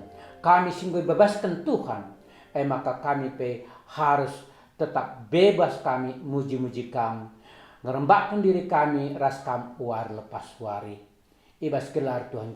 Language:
Batak Karo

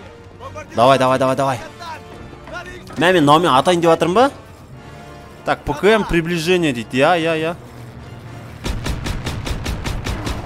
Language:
Kazakh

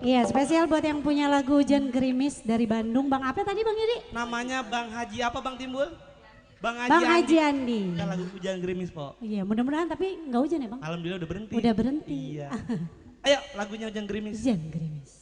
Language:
Betawi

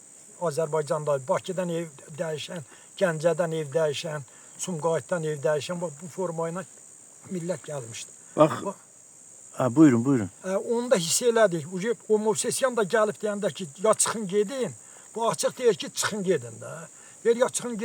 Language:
Azerbaijani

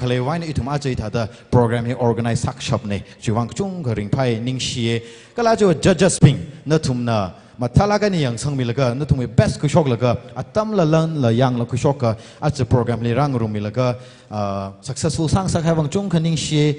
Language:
Tangkhul Naga (India)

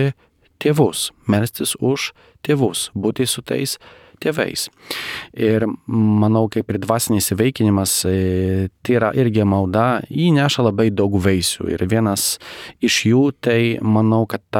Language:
Lithuanian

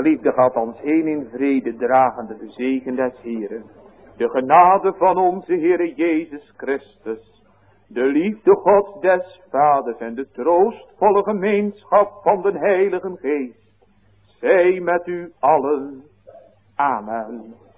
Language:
Dutch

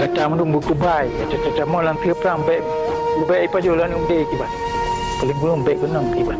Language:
Achinese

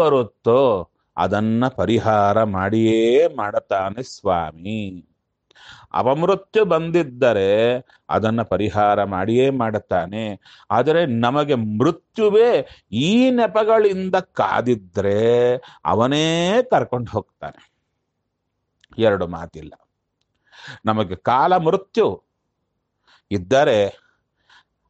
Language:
Kannada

